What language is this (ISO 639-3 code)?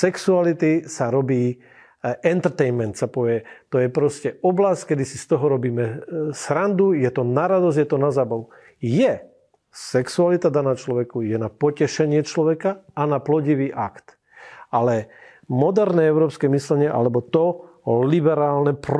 slk